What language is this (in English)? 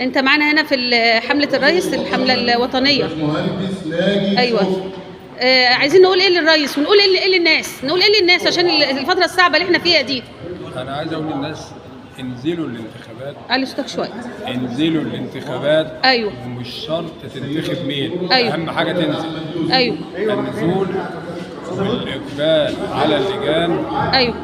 Egyptian Arabic